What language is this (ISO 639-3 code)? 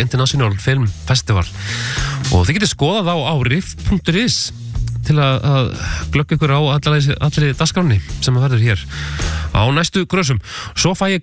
isl